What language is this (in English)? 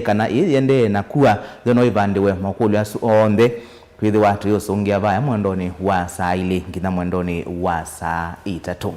Kamba